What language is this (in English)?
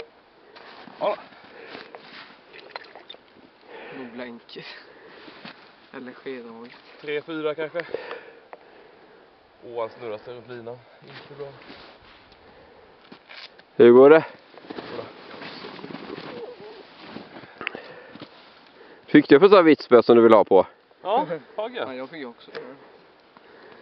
Swedish